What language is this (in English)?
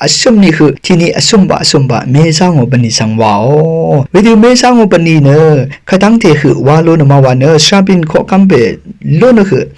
Rawang